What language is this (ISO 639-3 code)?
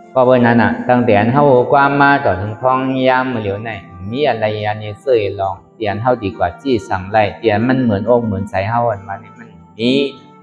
shn